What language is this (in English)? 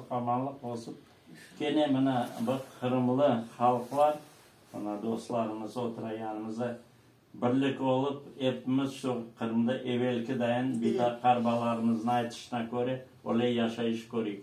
Crimean Tatar